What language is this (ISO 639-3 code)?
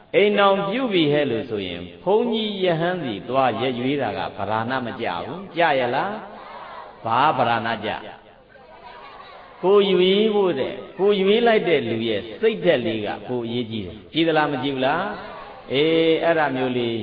mya